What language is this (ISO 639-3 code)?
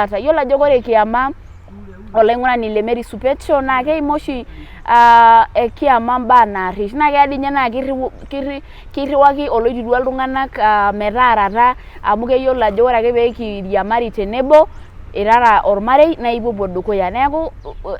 mas